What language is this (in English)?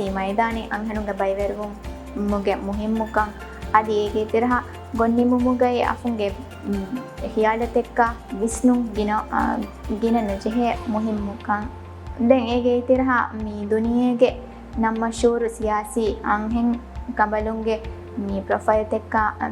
Divehi